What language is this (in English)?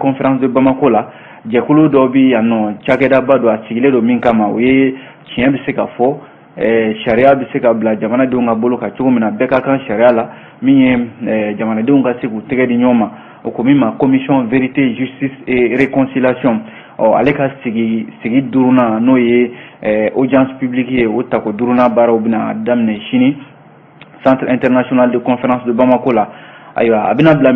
Bambara